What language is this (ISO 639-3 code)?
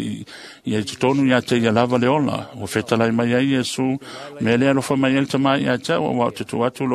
smo